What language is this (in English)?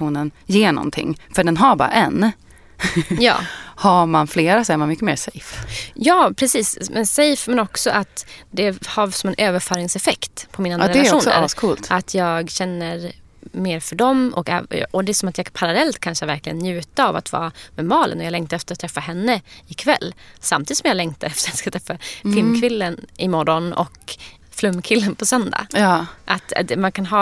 Swedish